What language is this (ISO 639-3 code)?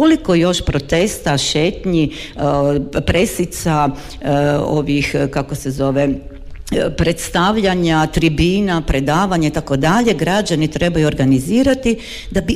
hrv